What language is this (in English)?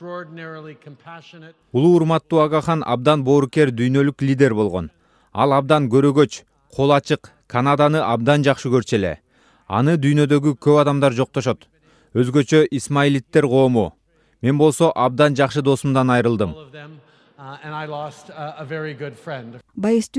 Kyrgyz